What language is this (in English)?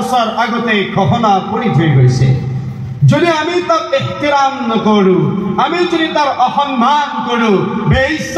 Assamese